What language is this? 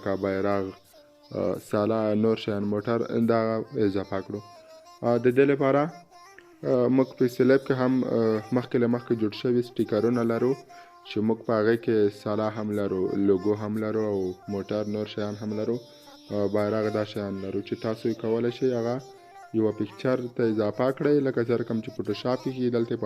Pashto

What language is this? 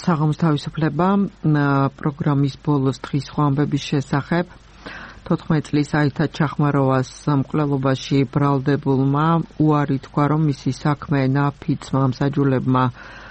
Georgian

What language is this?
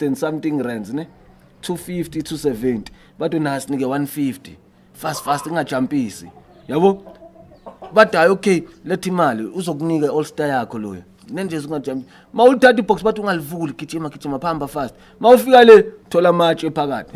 Zulu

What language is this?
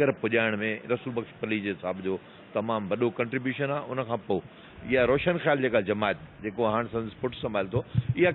Sindhi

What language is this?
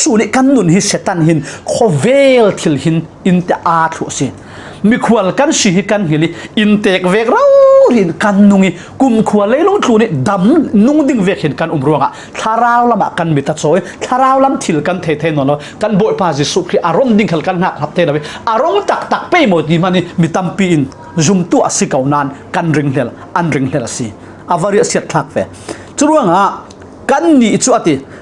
Falam Chin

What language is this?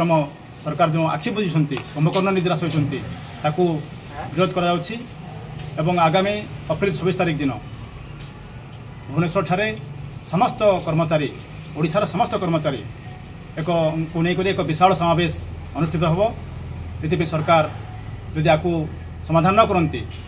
Odia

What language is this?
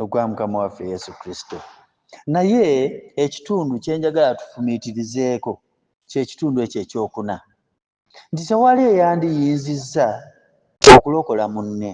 Ganda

